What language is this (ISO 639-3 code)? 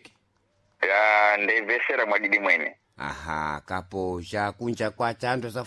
seh